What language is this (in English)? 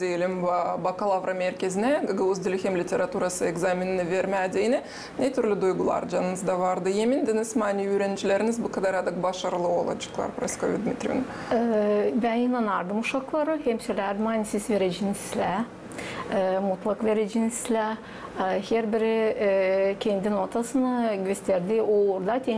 Gagauz